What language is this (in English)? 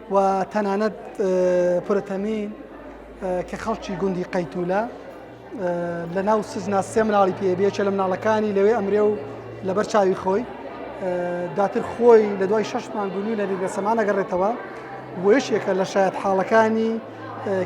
Central Kurdish